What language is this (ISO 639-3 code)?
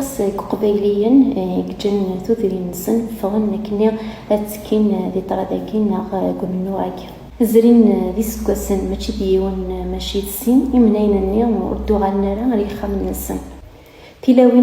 kab